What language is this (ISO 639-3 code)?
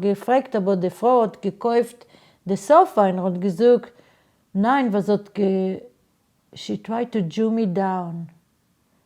yid